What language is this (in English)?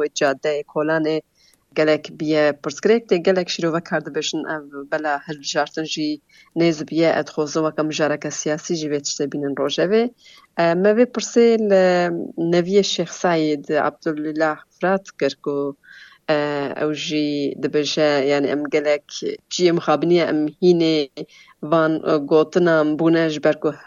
Kurdish